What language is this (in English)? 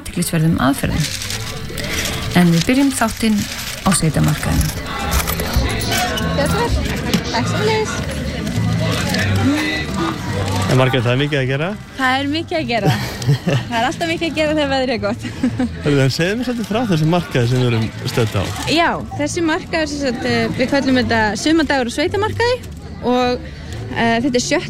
Icelandic